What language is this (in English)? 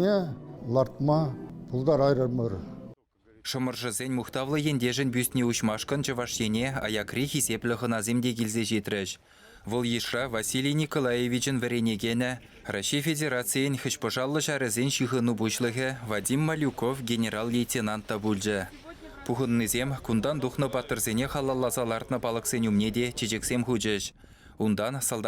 Chuvash